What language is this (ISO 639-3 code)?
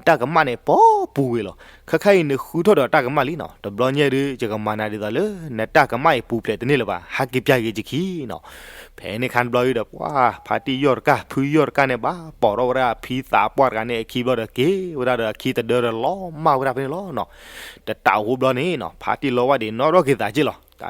ksw